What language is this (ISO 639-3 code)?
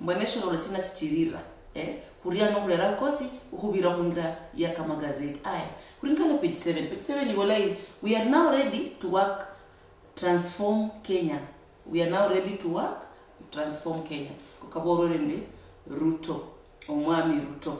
luy